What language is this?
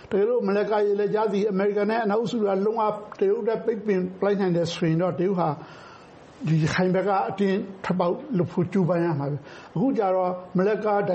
Burmese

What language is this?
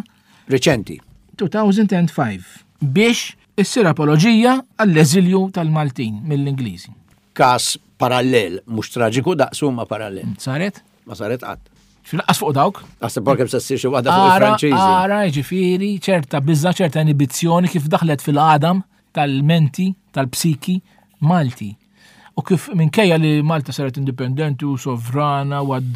Maltese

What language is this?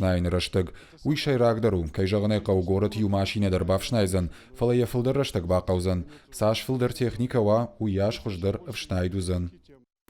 Ossetic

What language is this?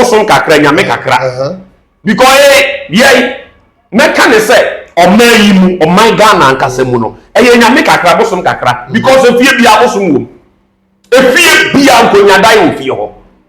Akan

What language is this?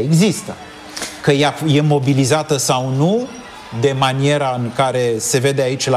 Romanian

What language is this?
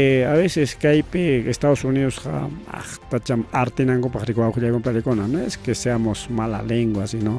Ayacucho Quechua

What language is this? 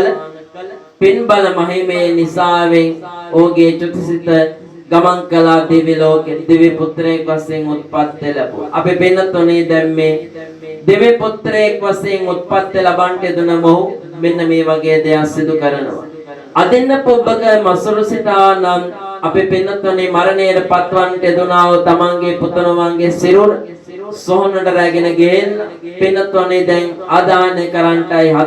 Sinhala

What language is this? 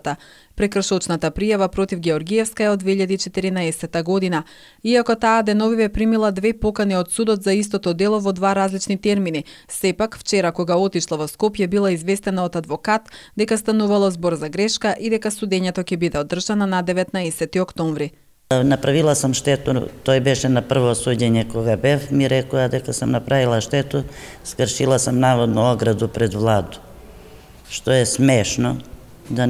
Macedonian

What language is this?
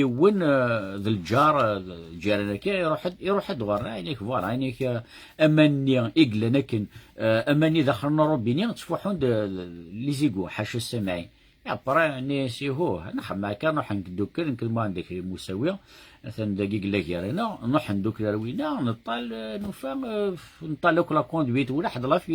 Kabyle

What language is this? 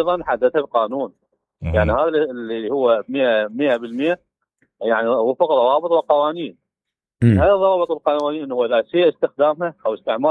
Mesopotamian Arabic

